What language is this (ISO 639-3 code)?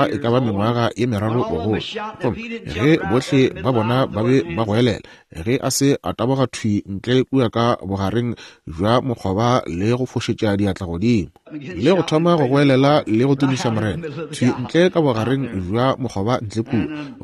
nso